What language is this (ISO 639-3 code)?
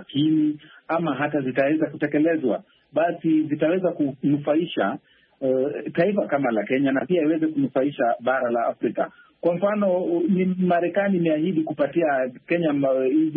swa